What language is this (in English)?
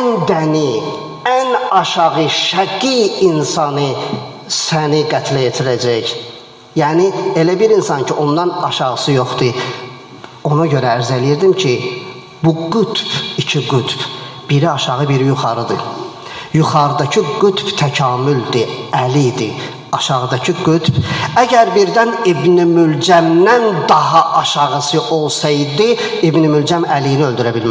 Azerbaijani